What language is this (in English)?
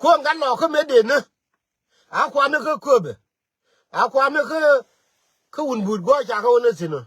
Nuer